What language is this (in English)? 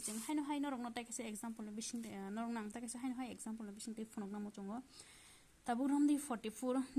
Kok Borok